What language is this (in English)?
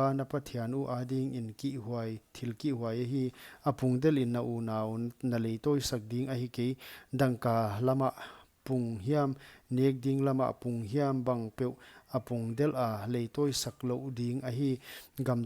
Paite Chin